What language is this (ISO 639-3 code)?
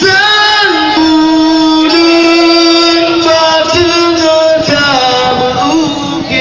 ace